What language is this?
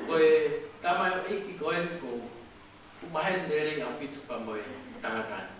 Tongan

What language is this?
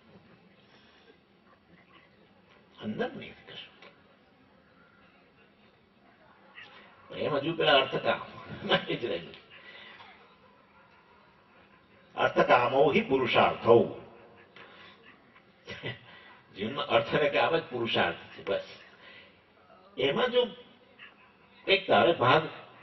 Gujarati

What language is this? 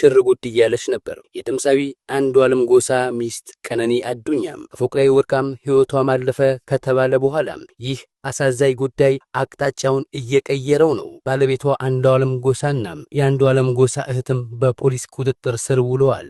Amharic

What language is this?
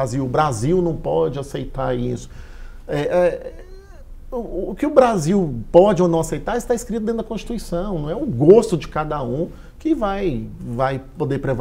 Portuguese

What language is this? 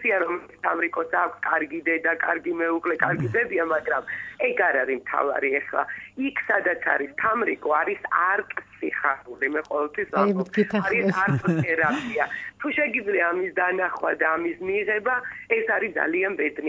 Georgian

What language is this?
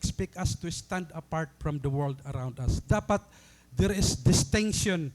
Waray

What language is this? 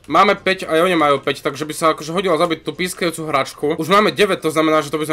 Slovak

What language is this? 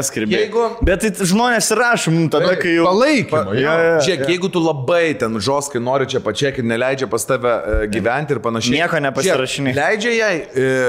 Lithuanian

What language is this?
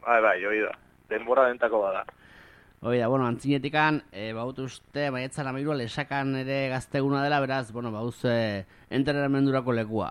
Basque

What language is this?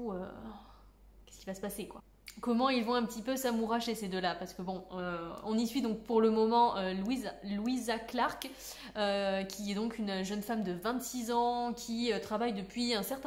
French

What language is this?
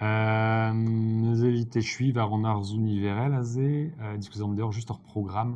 Breton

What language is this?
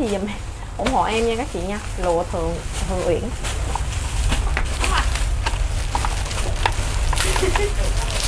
Vietnamese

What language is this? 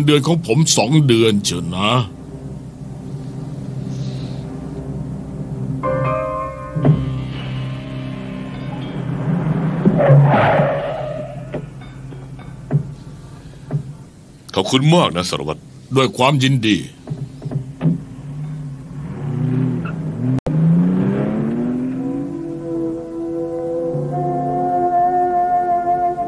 Thai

